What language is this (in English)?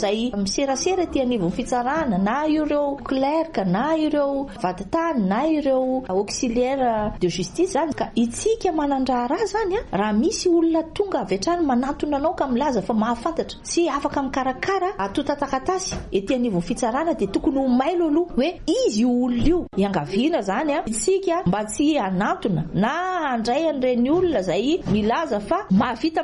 Malagasy